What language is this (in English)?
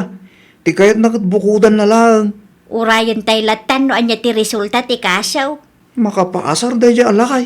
Iloko